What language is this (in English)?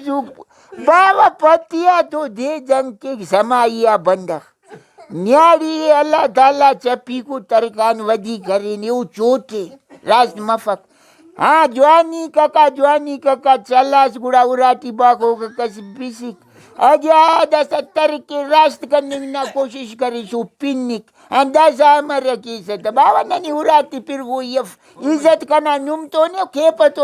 Brahui